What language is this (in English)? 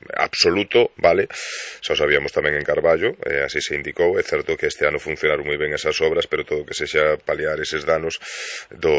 Galician